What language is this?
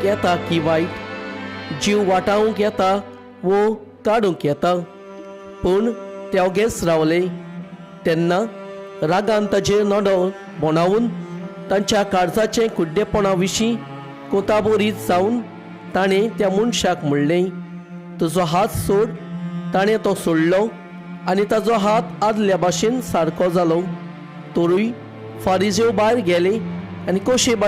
Konkani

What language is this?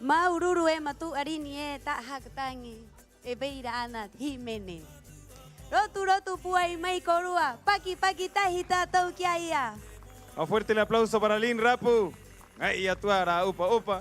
Rapanui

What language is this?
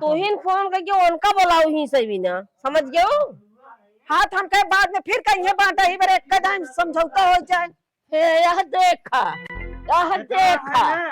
Awadhi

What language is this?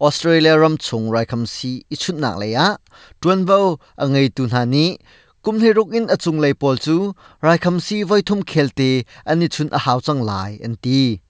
Hakha Chin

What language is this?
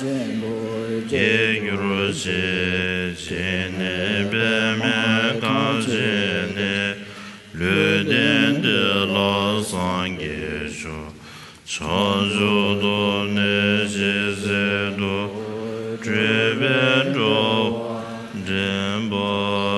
Tibetan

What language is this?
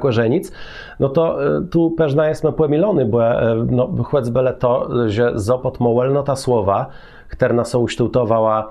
Kashubian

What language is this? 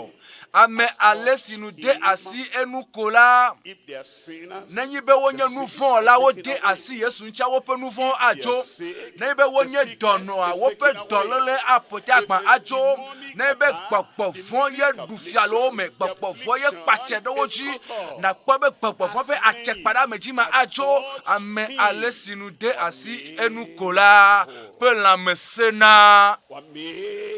Ewe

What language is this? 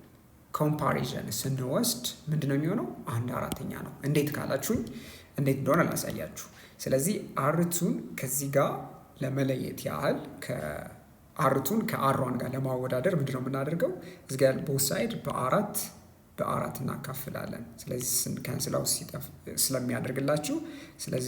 Amharic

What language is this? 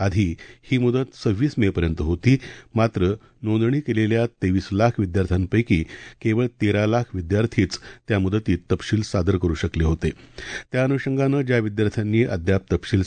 Marathi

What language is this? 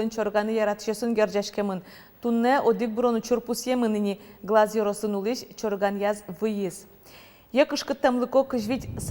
Udmurt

